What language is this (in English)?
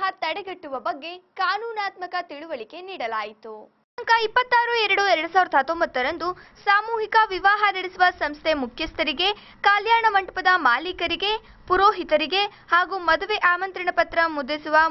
Kannada